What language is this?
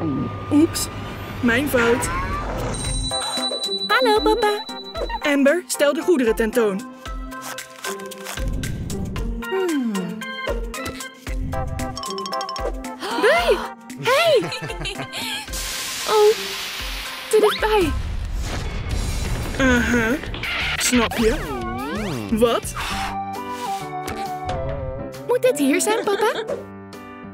Dutch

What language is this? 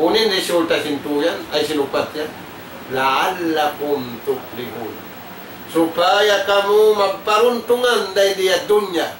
Tausug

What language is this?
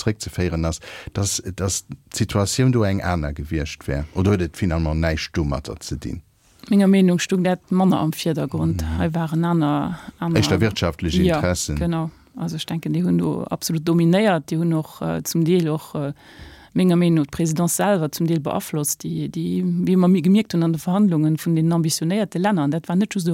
Luxembourgish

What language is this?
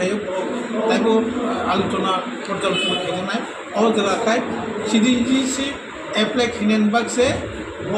Riang (India)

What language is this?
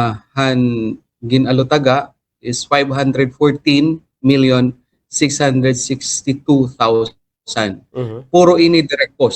Waray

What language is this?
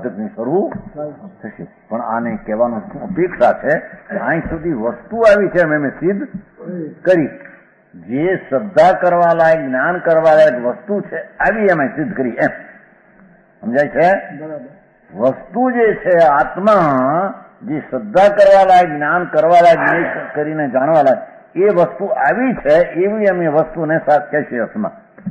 Gujarati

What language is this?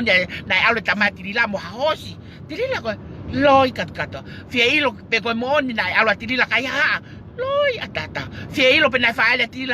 Tongan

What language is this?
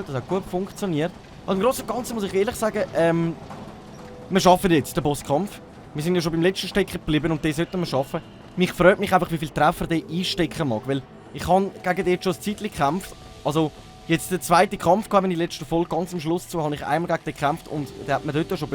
Swiss German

